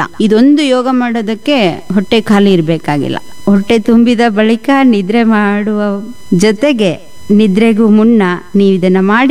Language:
Kannada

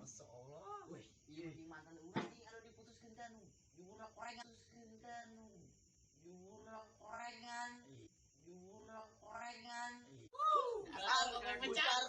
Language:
Sundanese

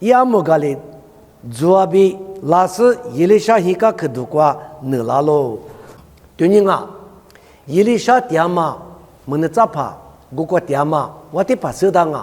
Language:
Lisu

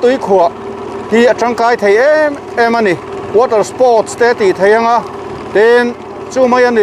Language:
Mizo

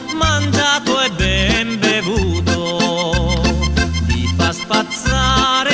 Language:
Italian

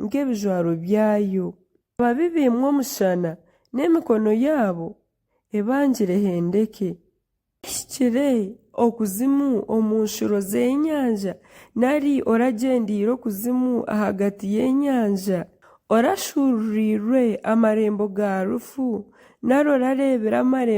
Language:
Nyankole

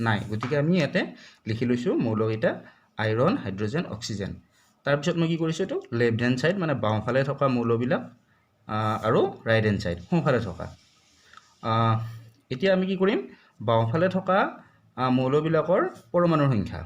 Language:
Assamese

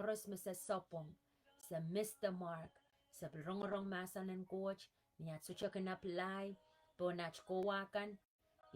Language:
Pohnpeian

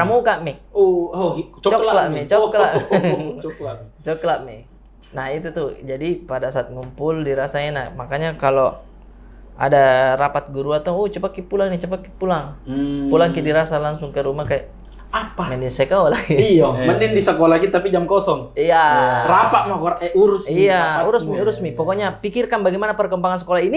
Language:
Makassar Malay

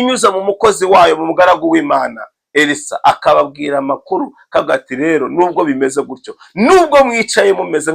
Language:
Kinyarwanda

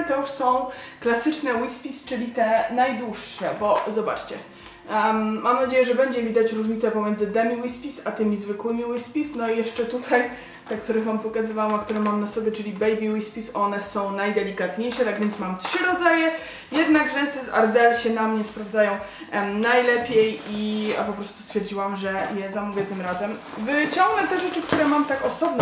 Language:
Polish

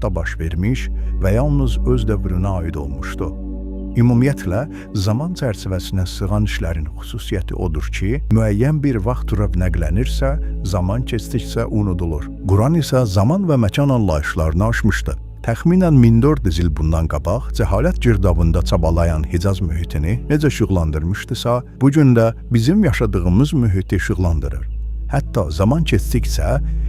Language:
Azerbaijani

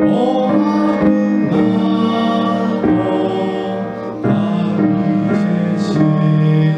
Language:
Lahu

